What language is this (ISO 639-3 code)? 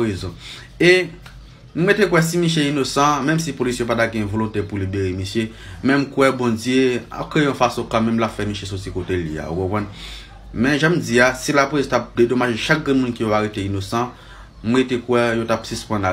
hat